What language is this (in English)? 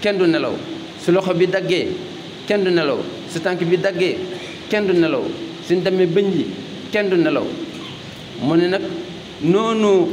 Wolof